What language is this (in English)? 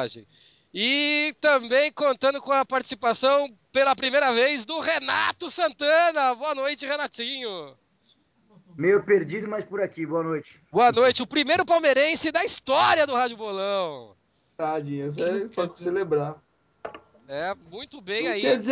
Portuguese